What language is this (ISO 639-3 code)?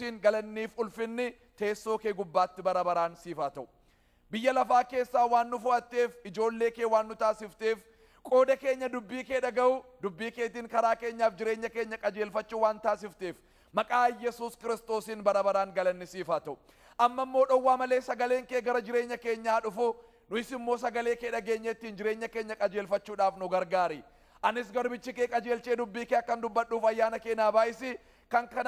orm